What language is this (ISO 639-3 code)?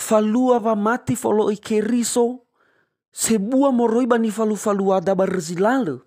nia